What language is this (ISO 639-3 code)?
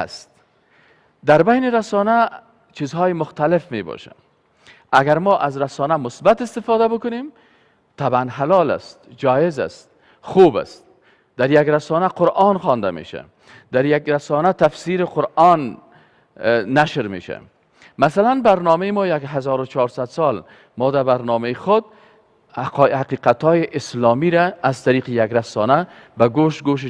fas